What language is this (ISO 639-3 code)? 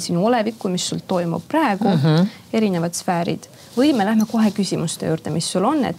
est